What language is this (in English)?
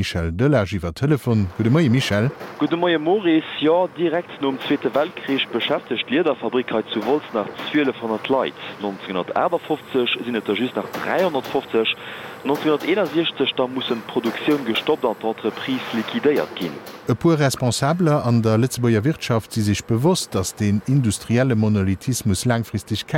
Luxembourgish